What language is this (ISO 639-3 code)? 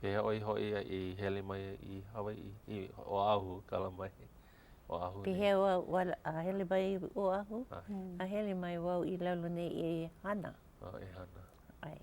haw